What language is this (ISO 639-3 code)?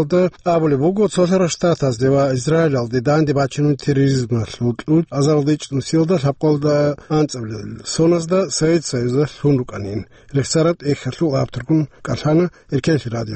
ava